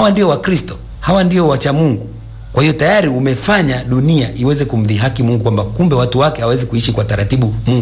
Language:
Swahili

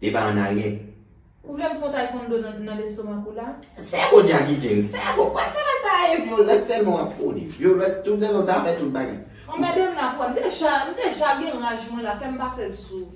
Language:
Haitian Creole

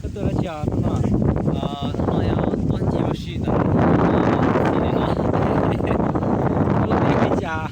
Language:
Hmong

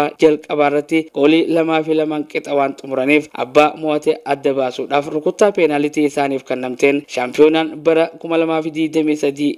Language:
Oromo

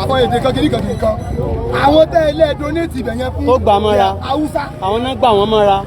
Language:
Yoruba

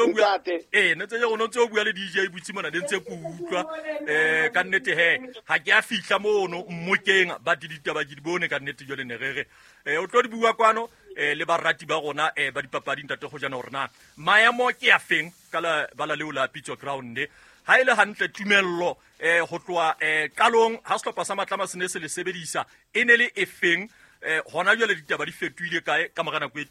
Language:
Southern Sotho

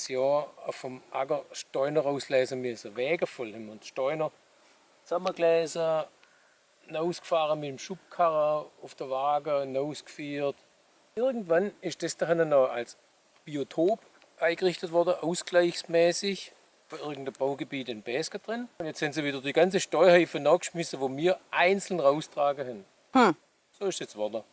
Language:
Swabian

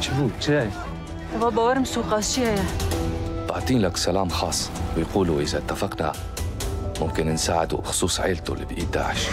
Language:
Kurdish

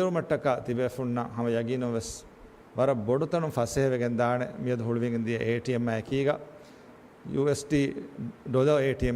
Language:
Divehi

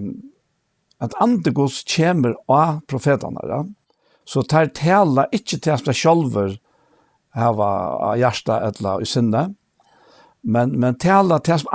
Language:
Faroese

